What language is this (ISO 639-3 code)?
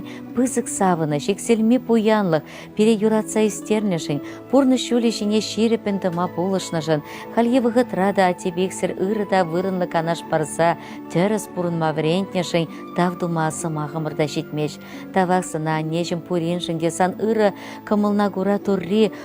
chv